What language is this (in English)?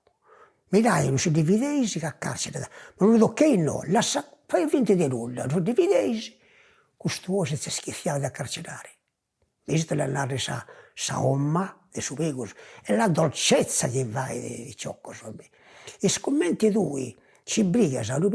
Sardinian